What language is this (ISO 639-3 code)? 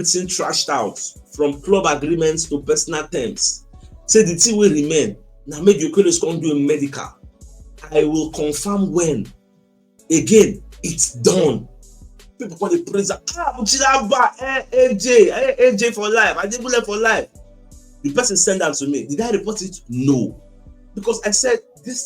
pcm